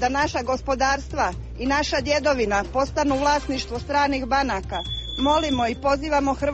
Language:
Croatian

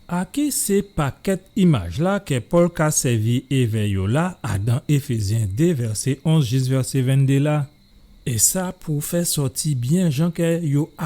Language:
Guadeloupean Creole French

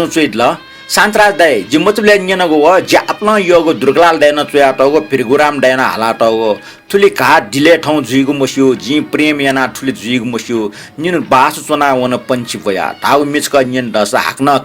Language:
Newari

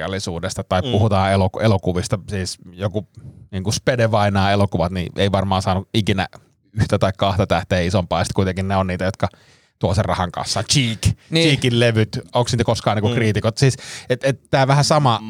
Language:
Finnish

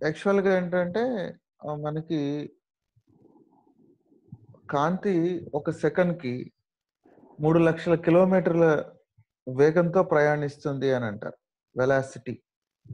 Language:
Telugu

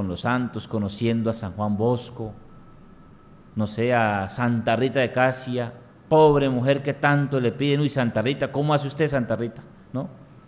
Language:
Spanish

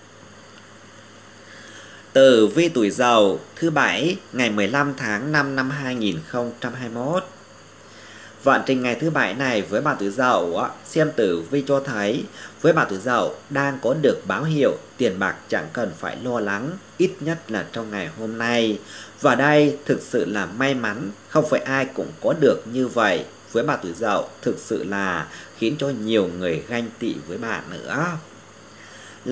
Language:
Vietnamese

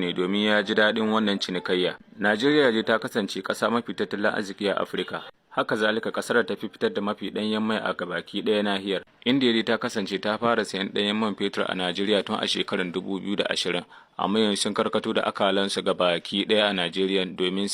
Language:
Hausa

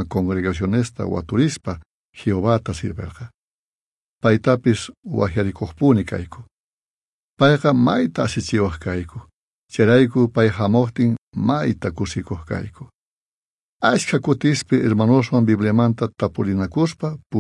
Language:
South Bolivian Quechua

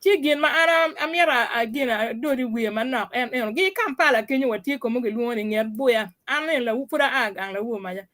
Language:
Acoli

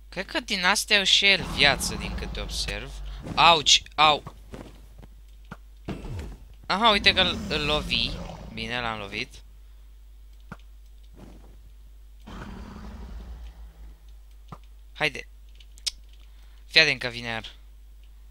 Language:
Romanian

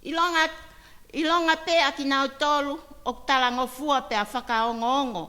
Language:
Tongan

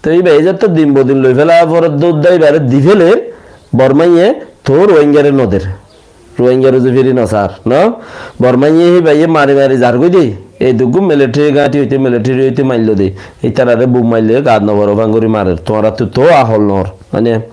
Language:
Rohingya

